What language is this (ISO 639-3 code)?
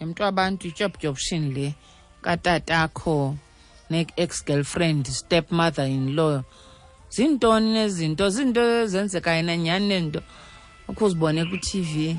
xho